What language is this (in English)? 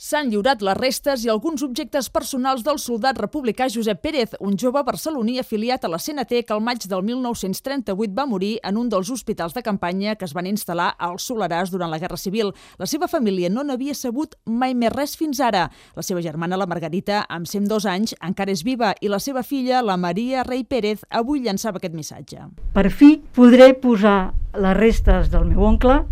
Catalan